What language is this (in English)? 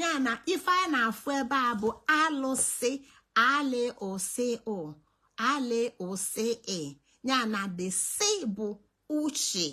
Igbo